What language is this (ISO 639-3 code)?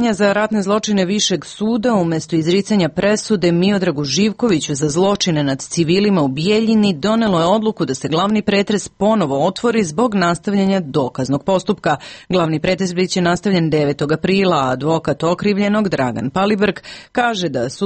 srp